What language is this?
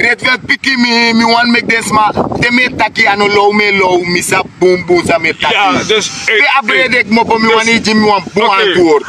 Sranan Tongo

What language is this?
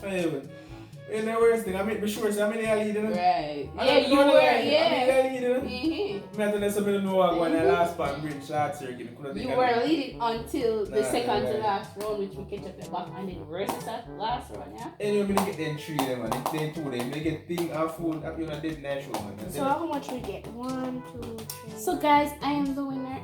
Jamaican Creole English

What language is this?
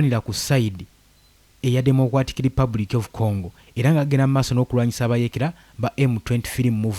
Ganda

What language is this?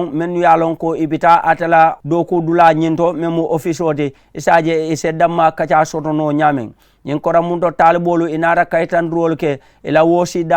Mandingo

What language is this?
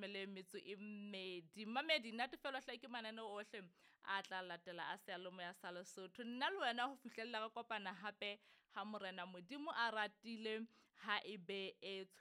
Southern Sotho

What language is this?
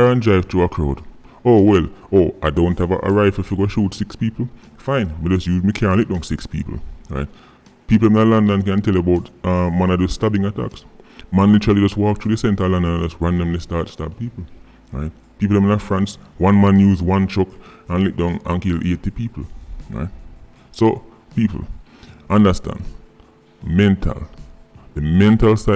Jamaican Creole English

